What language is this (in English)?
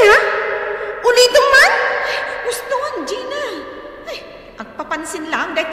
Iloko